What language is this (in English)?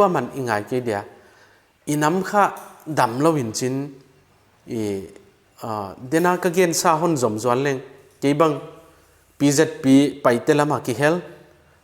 Paite Chin